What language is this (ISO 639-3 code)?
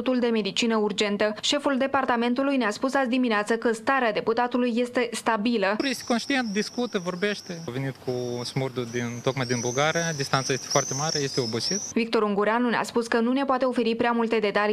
ron